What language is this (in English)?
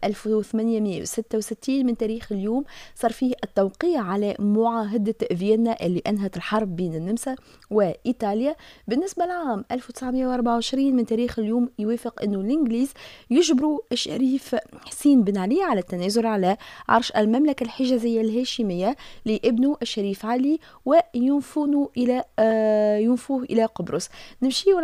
Tunisian Arabic